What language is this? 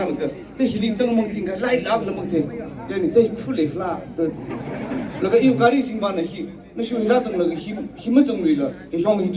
Tangkhul Naga (India)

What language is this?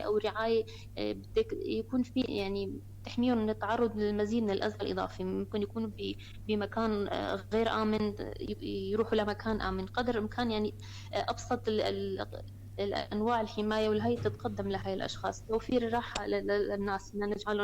North Levantine Arabic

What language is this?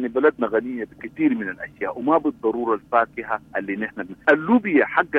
Sudanese Arabic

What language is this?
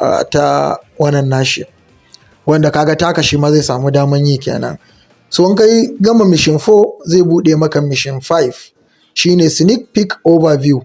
Hausa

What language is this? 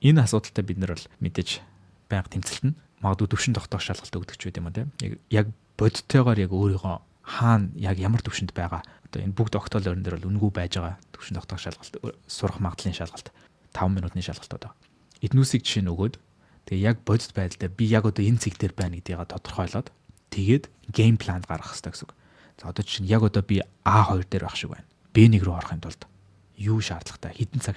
Mongolian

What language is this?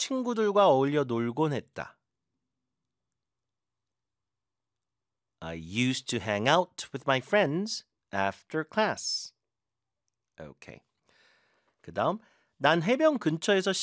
Korean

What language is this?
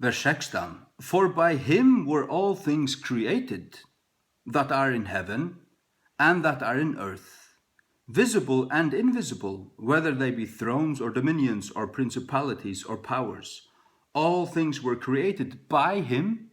Faroese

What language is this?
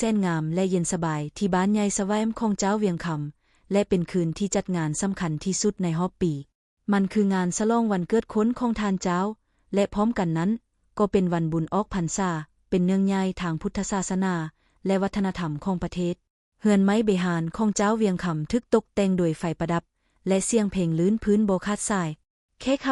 Lao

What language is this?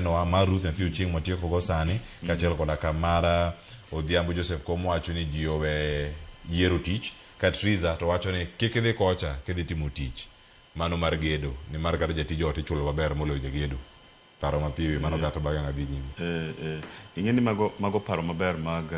Luo (Kenya and Tanzania)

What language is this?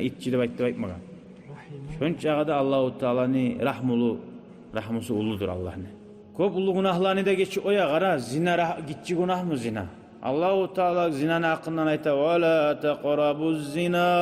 Kumyk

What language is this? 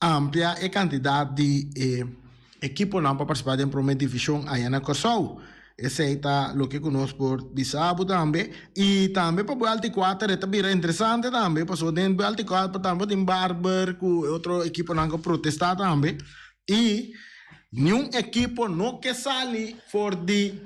Papiamento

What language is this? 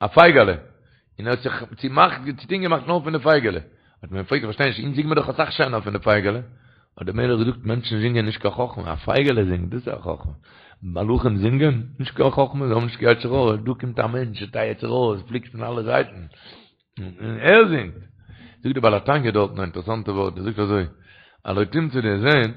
Yiddish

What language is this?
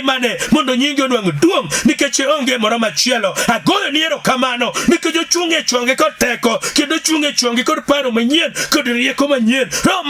Luo (Kenya and Tanzania)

